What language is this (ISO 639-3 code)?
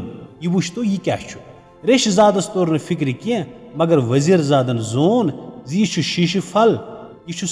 kas